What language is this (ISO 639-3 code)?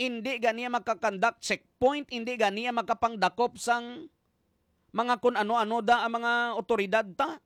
hil